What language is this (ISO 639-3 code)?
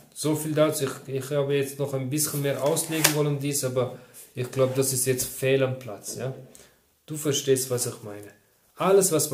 deu